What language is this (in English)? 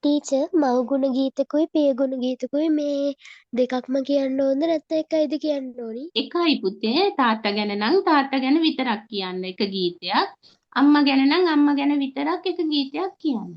Sinhala